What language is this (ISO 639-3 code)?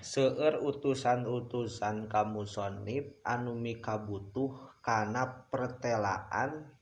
sun